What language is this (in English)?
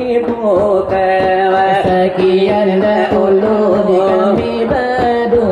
Minangkabau